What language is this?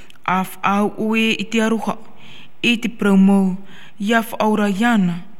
Tahitian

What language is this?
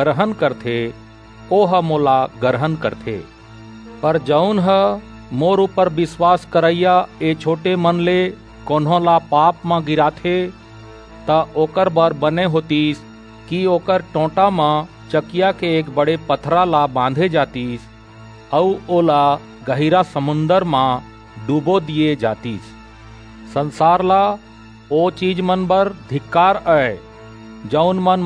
Chhattisgarhi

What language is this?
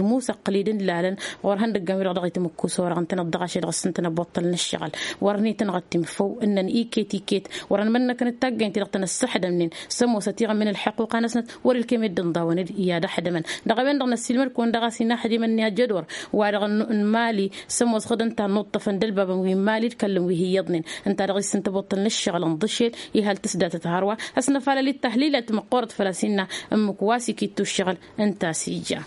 Tamasheq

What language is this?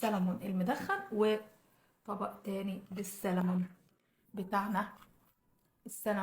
Egyptian Arabic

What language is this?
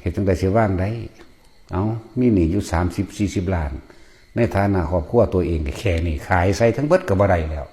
Lao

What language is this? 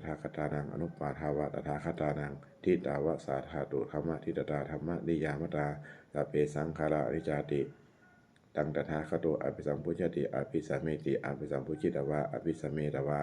Pali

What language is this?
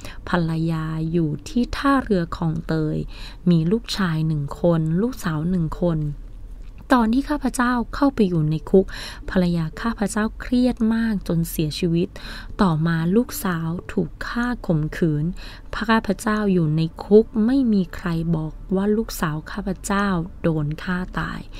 Thai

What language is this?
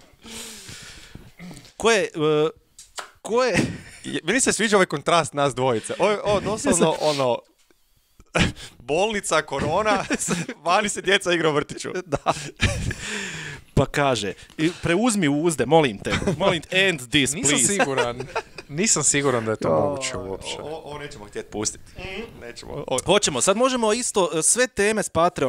Croatian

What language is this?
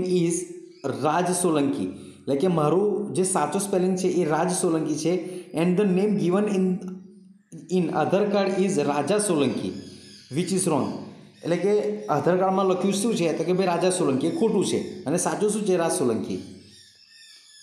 Gujarati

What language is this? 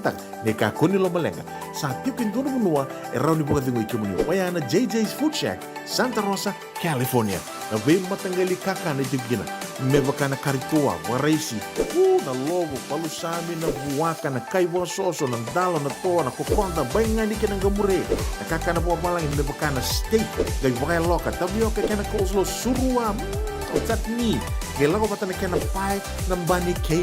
Fijian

